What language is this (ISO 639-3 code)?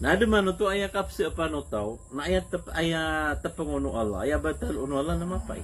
mrw